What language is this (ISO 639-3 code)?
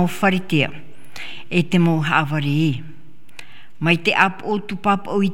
tah